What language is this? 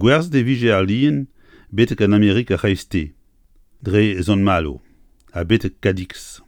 Breton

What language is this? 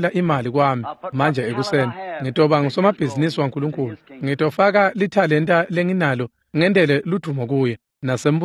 Swati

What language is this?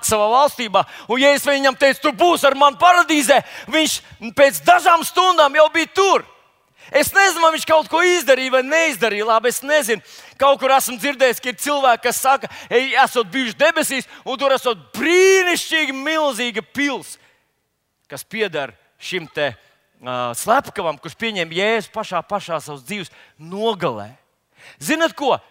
Latvian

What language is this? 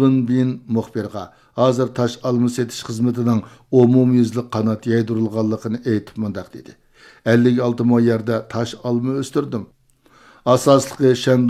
Uyghur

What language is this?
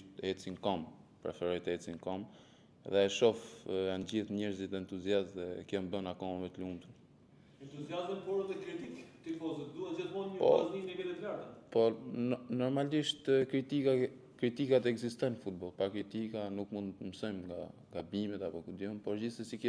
Albanian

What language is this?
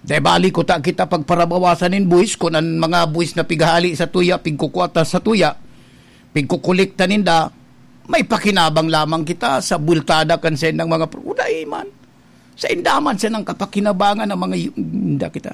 Bikol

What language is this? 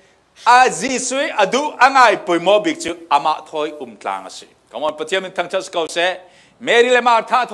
Falam Chin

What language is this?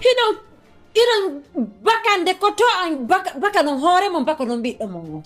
Pular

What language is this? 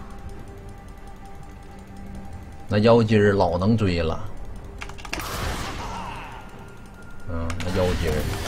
Chinese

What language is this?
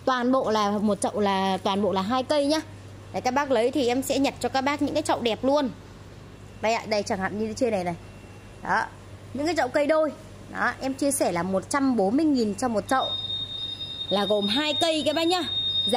Vietnamese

